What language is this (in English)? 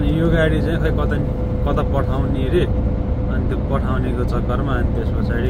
Nepali